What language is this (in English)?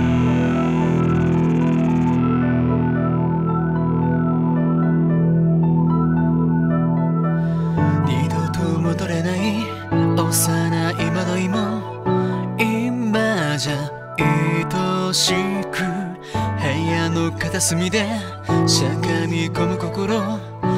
Japanese